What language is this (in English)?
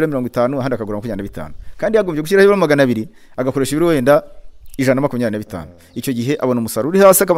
Kinyarwanda